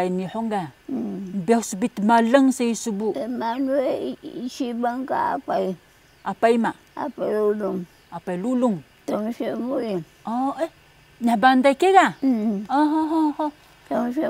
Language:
Taroko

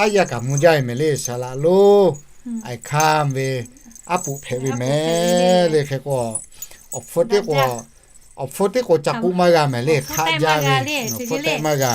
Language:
Lahu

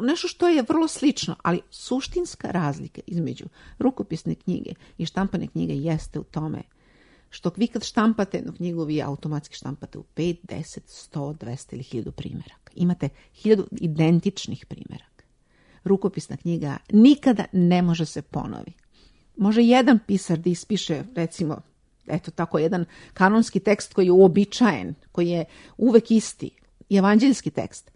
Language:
Serbian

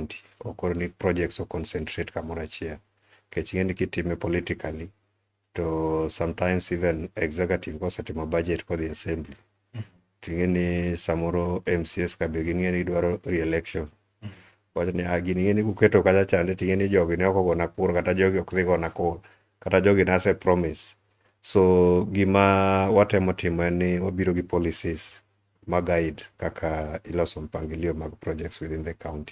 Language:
Luo (Kenya and Tanzania)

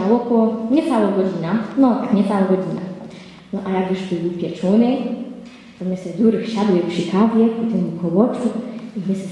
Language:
Silesian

